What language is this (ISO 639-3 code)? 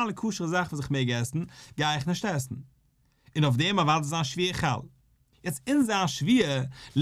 yid